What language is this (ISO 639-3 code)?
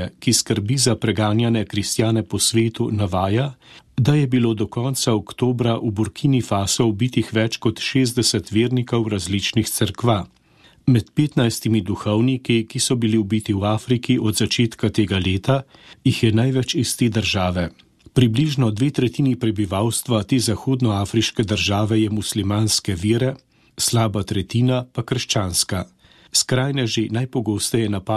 slv